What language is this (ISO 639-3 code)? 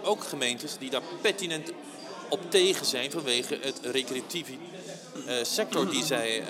nld